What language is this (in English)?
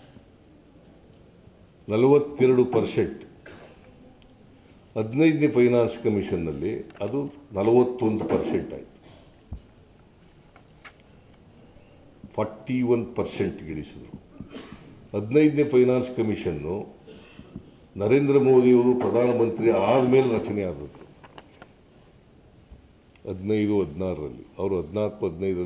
Kannada